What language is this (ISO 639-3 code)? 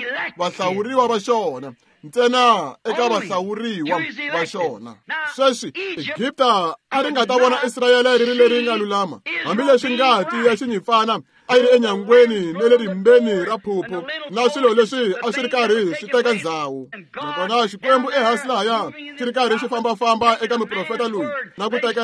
tso